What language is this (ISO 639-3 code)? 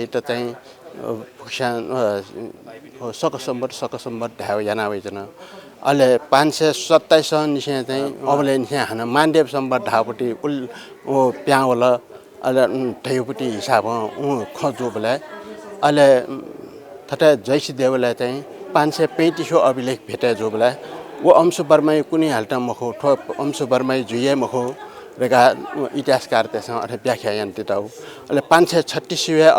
new